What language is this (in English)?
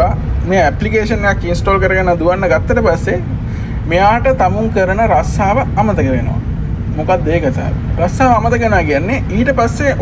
Sinhala